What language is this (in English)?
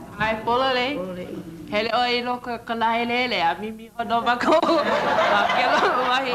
Hawaiian